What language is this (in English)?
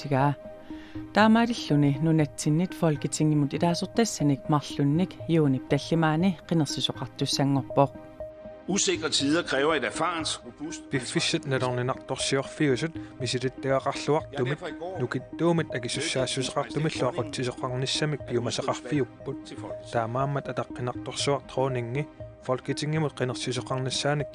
Kalaallisut